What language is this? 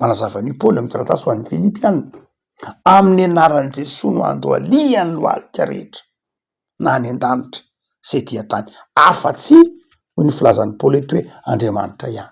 Malagasy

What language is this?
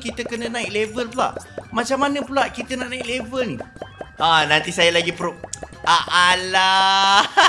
Malay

